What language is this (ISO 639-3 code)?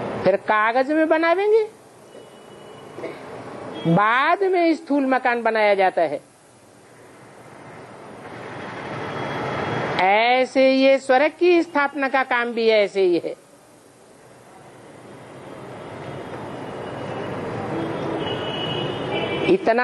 hin